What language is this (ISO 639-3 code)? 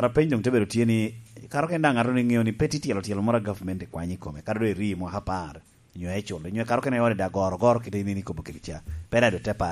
laj